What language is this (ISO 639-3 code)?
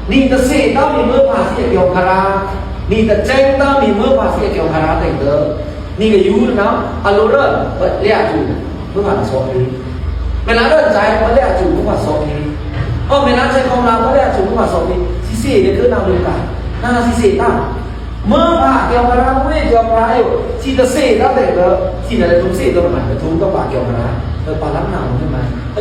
blk